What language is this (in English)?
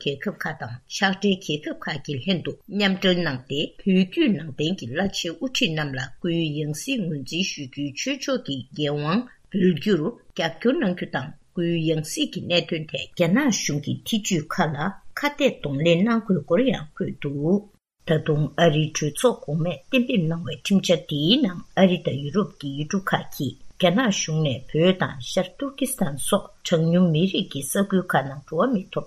Tibetan